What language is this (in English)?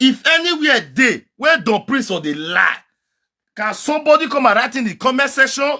Nigerian Pidgin